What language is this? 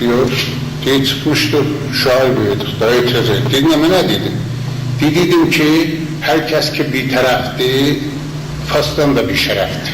South Azerbaijani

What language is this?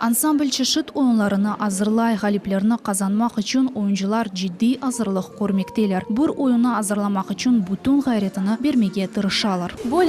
Crimean Tatar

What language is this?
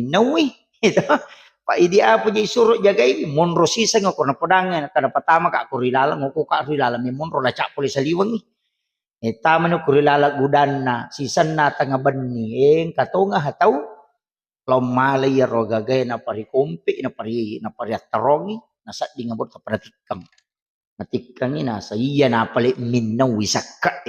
Buginese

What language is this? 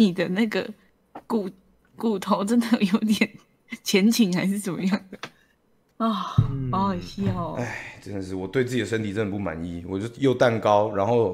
Chinese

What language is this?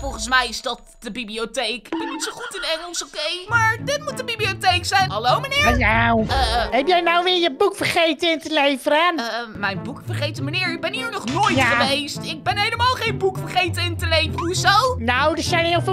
Dutch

